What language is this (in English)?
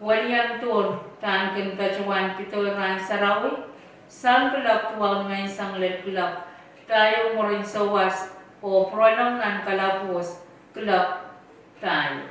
Pohnpeian